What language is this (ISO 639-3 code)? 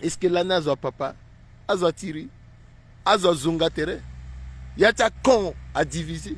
sag